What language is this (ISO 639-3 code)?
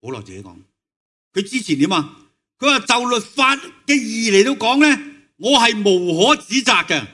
yue